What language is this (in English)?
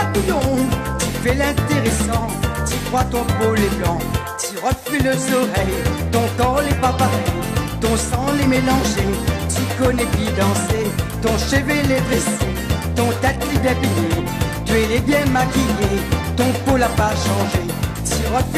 Réunion Creole French